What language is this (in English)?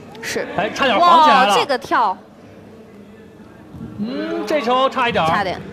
Chinese